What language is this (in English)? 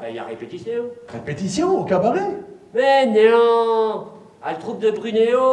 Picard